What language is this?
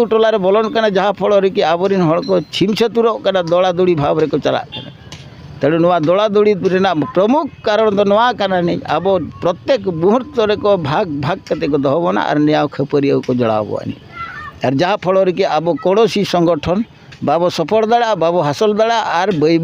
Santali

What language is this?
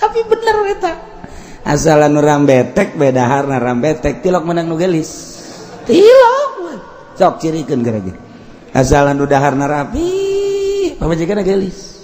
Sundanese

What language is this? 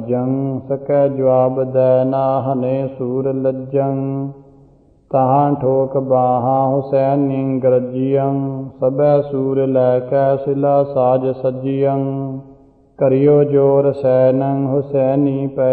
Punjabi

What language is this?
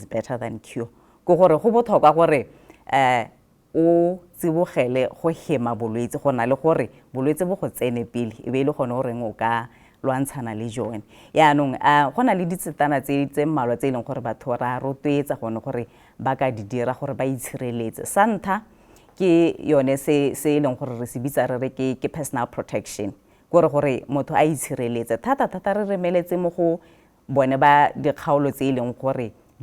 Tswana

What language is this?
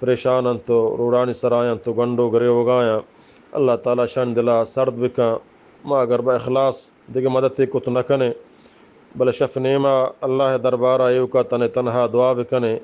Eastern Balochi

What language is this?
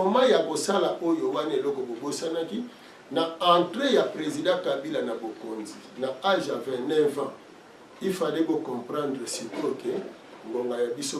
Lingala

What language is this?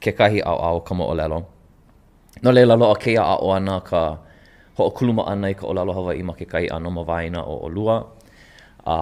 Hawaiian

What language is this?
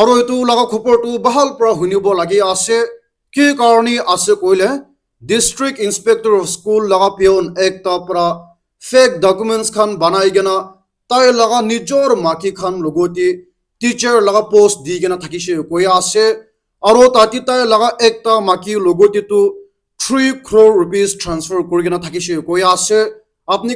Naga Pidgin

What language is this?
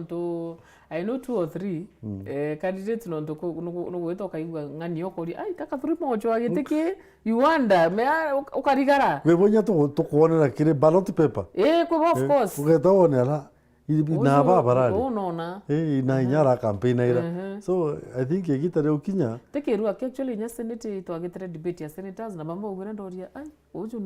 Meru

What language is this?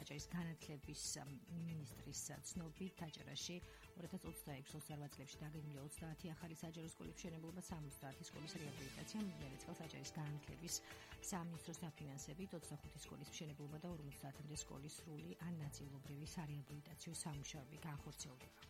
Georgian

